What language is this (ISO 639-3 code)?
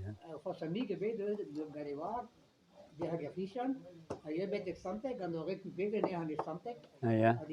bre